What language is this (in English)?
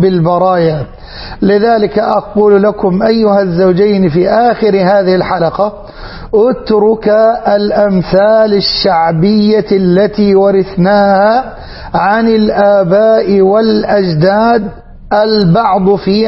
Arabic